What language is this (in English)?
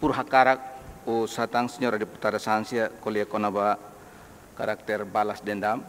Tetum